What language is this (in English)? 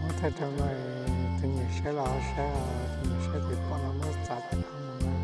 Hmong